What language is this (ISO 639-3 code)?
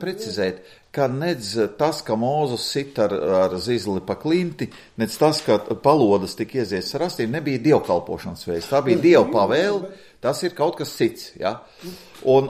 lav